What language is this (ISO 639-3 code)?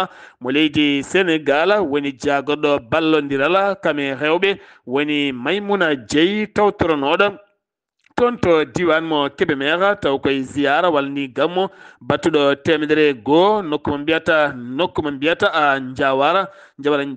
ful